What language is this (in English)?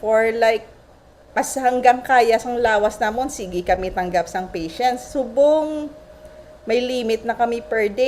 Hiligaynon